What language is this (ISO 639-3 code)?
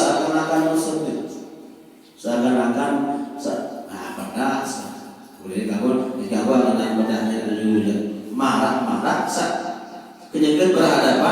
sas